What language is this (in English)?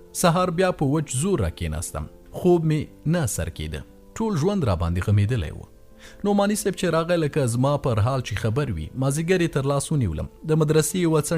Pashto